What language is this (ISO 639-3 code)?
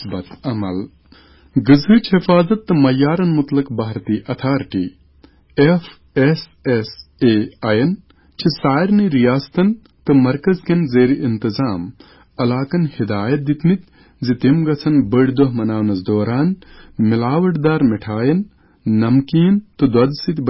kas